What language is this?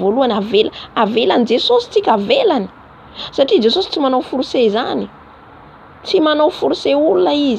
Malagasy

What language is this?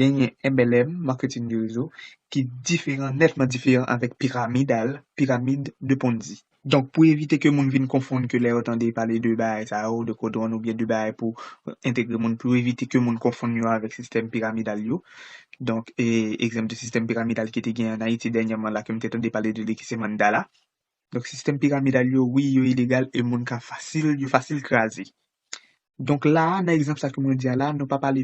Haitian Creole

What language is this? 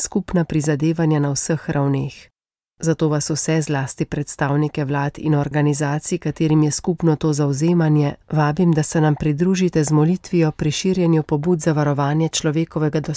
Slovenian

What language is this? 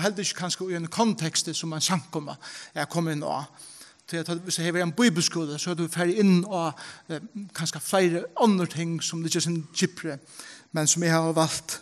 Faroese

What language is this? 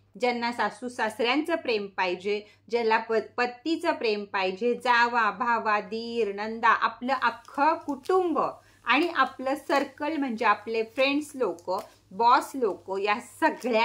Marathi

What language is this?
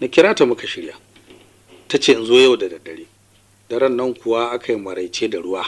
Hausa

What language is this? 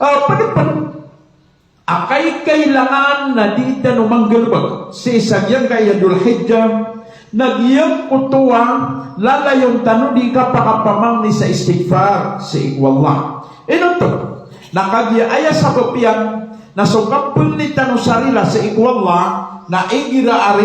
Maranao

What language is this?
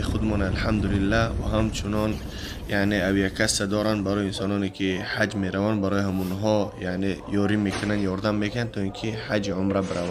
Tajik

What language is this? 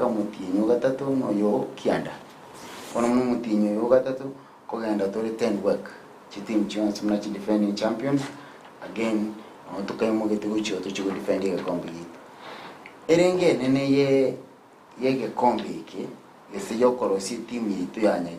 Gusii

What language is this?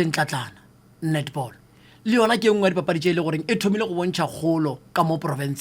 Northern Sotho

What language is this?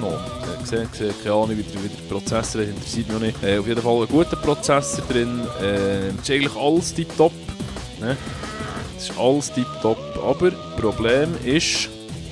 Swiss German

